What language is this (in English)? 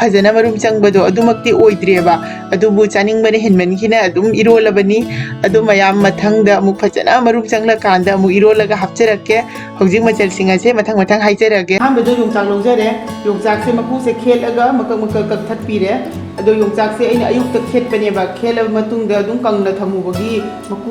Manipuri